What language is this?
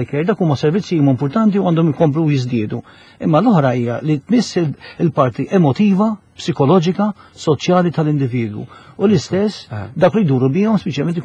Maltese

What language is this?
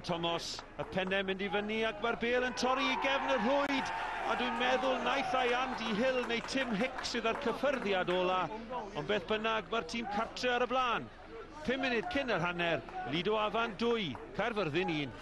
Welsh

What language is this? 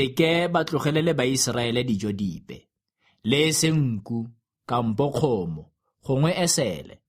Tswana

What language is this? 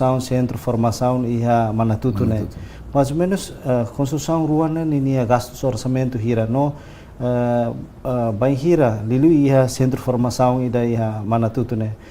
Tetum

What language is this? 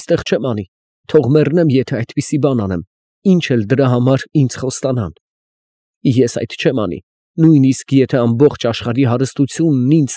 Armenian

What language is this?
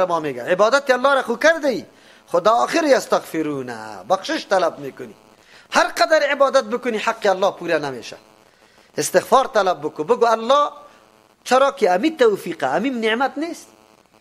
Persian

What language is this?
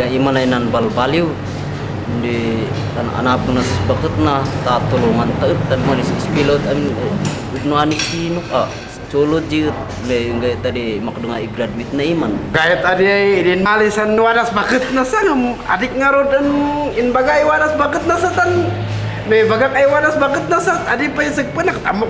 Kankanaey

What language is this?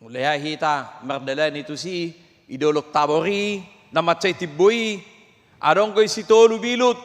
Batak Toba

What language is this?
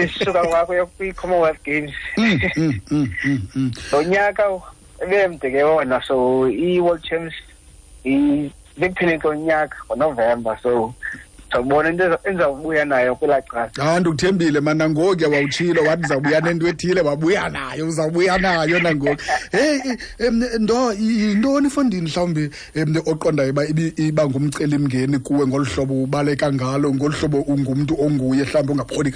Xhosa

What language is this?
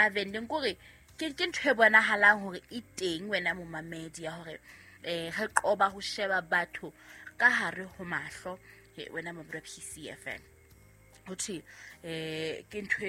Southern Sotho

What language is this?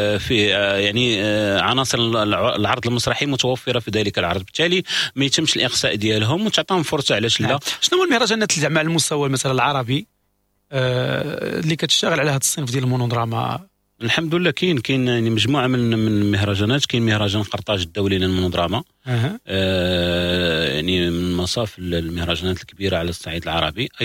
Moroccan Arabic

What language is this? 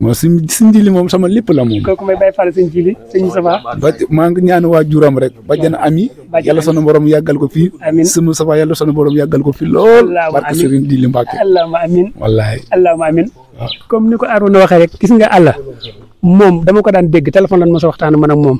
Wolof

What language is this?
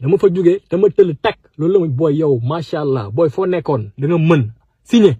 Wolof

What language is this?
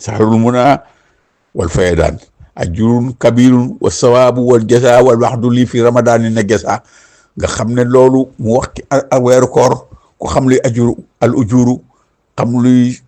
Wolof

